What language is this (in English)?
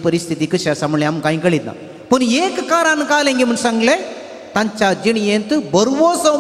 Konkani